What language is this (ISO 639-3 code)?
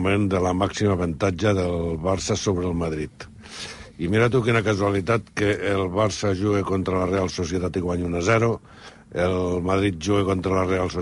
cat